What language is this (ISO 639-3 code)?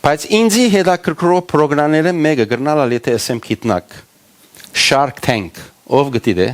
hyw